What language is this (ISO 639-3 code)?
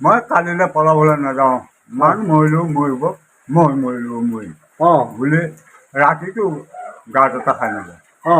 asm